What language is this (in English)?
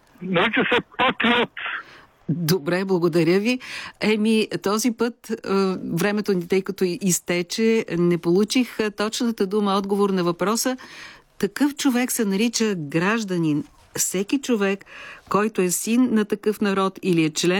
Bulgarian